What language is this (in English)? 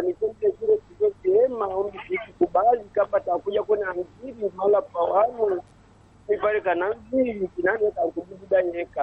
Swahili